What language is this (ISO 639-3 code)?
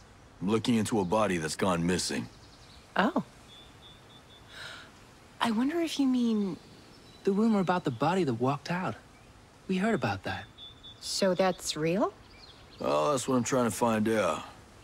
eng